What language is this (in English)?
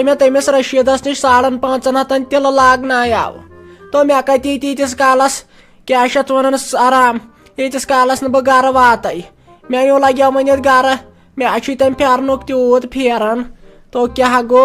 Kashmiri